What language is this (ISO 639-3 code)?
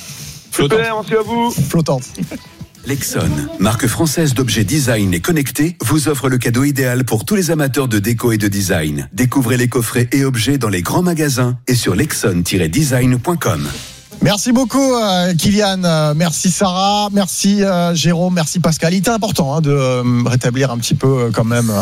fra